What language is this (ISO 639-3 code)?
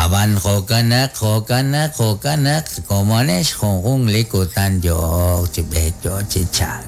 kek